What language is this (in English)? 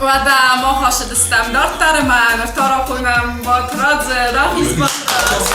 Ossetic